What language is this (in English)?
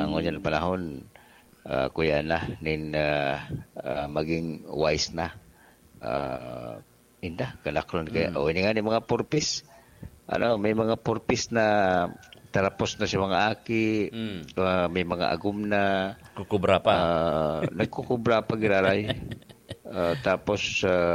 Bikol